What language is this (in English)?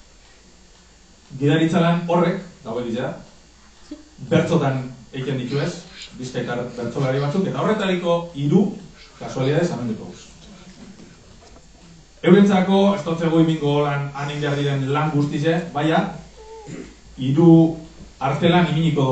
Basque